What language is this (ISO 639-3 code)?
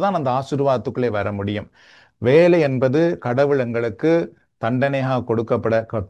tam